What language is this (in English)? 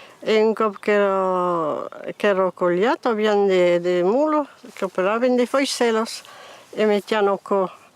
Occitan